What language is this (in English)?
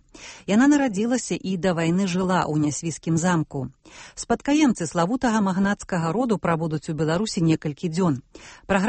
Belarusian